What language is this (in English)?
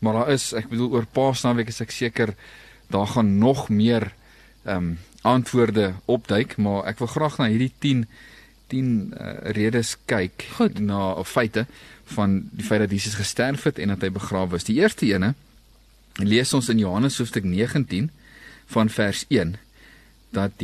Afrikaans